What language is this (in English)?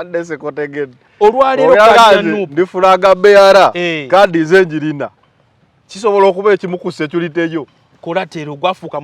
Ganda